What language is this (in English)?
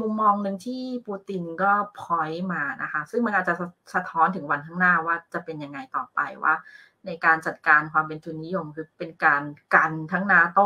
Thai